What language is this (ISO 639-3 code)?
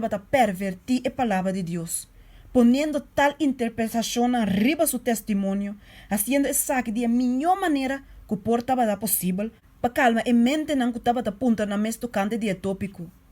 pap